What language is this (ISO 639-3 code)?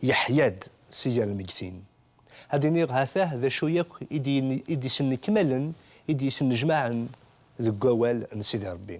kab